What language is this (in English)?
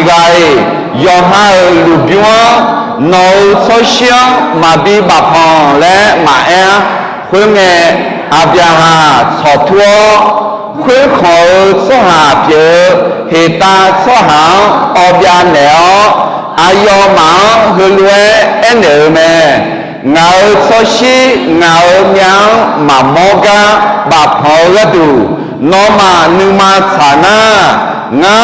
Akha